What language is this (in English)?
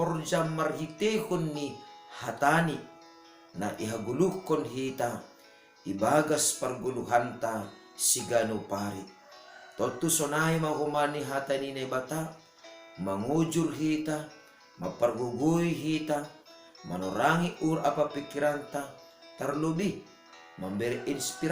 Batak Simalungun